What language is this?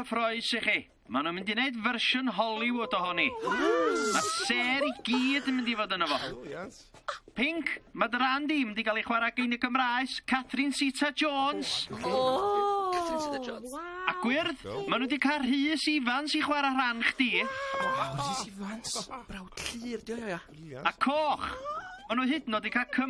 Welsh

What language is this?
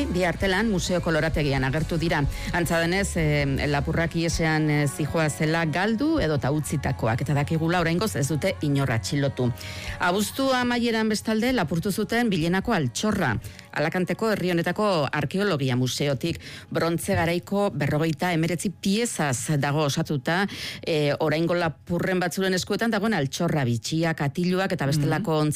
Basque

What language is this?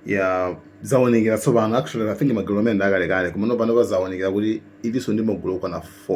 Nyanja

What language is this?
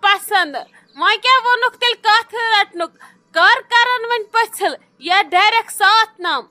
Kashmiri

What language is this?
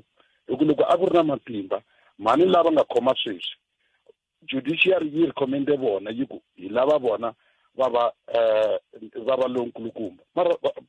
Tsonga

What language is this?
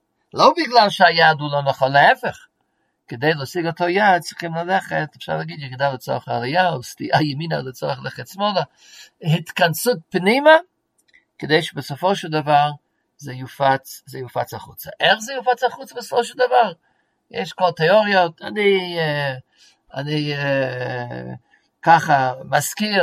Hebrew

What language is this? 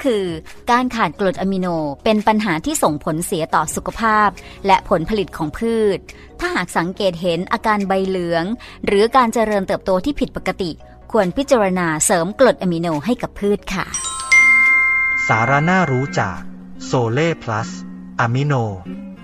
Thai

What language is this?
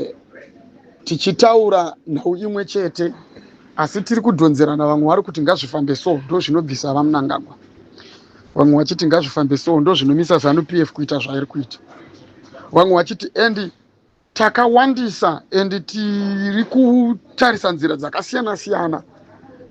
Shona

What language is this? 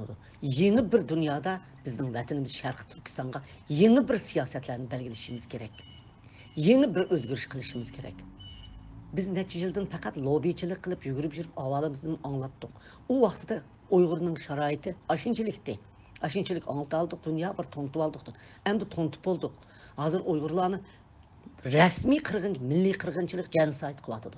Uyghur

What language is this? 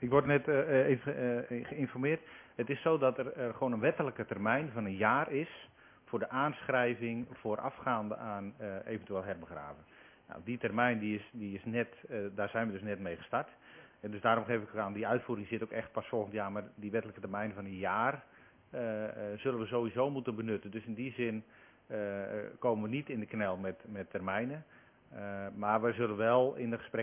Dutch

